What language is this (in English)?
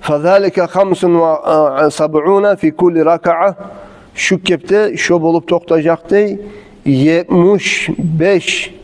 Kumyk